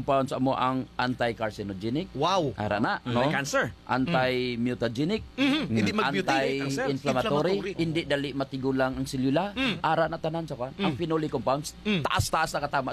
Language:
Hiligaynon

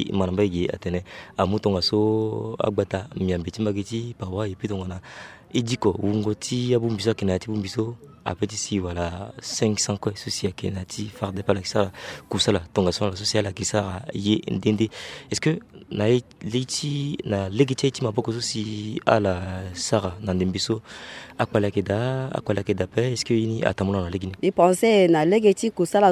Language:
Sango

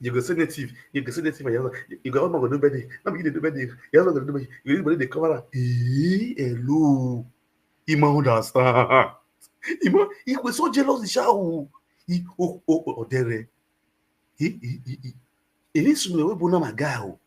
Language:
Nigerian Pidgin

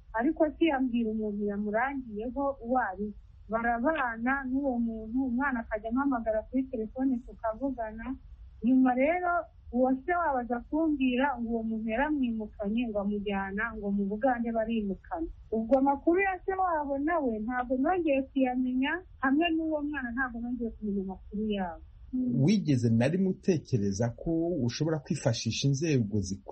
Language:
Kinyarwanda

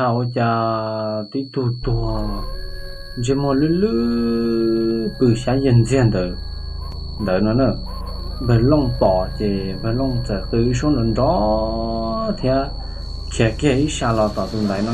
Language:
Hmong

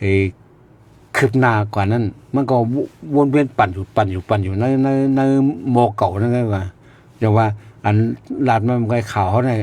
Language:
Shan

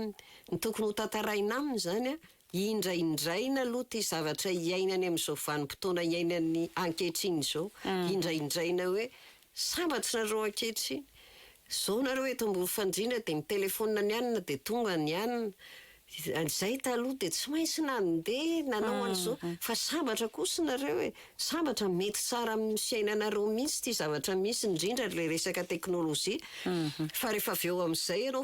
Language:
Malagasy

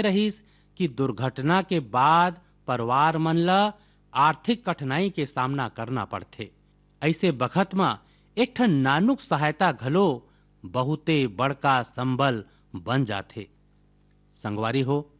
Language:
Chhattisgarhi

